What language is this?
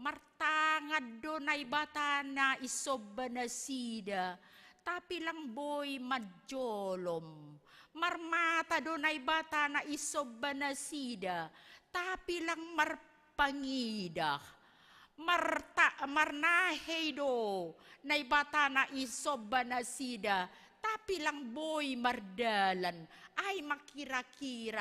Batak Simalungun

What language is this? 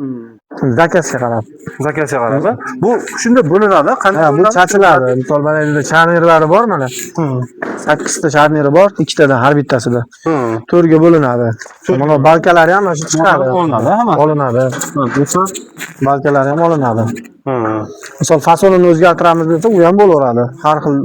Uzbek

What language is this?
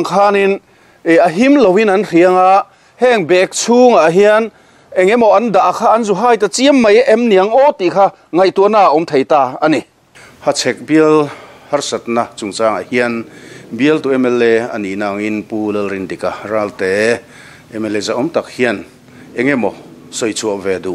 Mizo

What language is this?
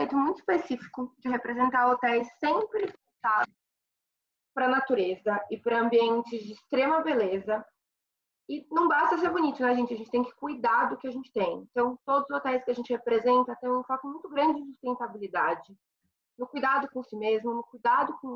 Portuguese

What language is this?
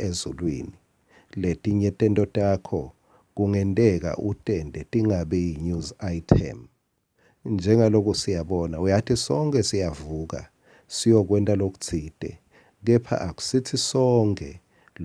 Swati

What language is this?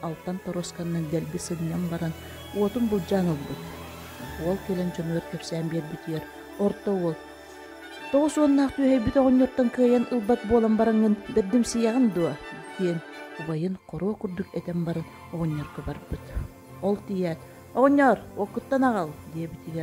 Yakut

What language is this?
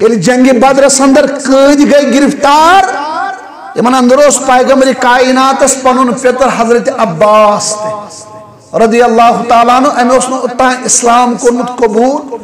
Kashmiri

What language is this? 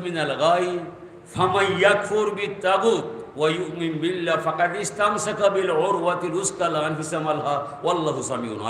Sylheti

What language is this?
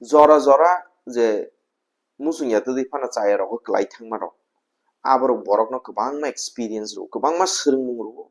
Kok Borok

